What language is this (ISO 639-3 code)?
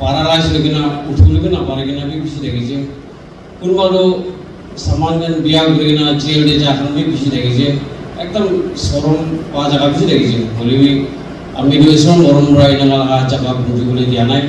nag